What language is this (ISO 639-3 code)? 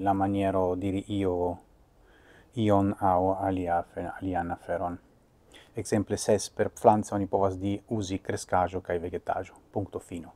epo